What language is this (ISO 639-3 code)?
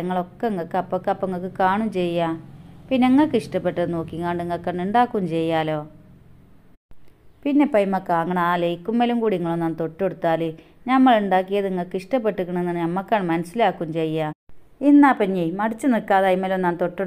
mal